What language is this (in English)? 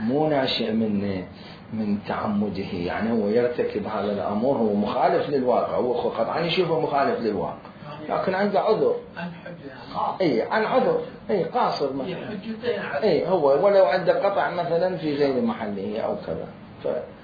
Mesopotamian Arabic